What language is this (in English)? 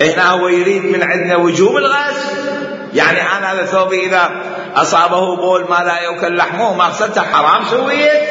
Mesopotamian Arabic